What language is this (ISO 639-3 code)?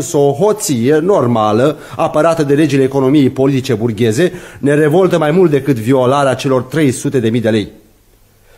ron